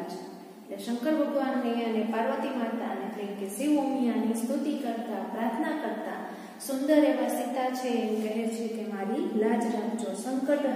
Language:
Gujarati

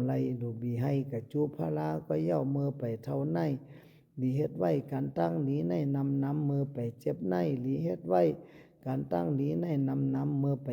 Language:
Shan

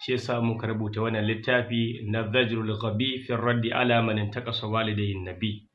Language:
Hausa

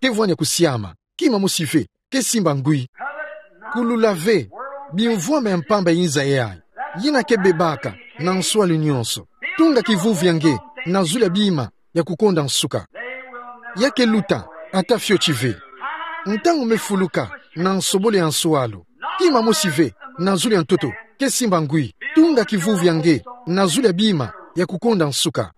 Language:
Kituba (Democratic Republic of Congo)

